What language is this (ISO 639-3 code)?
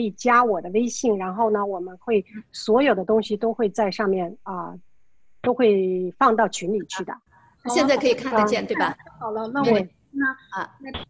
zho